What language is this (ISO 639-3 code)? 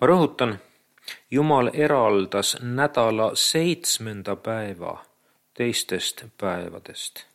est